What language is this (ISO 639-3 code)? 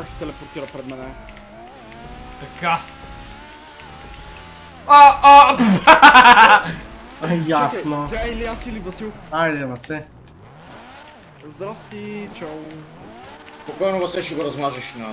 bul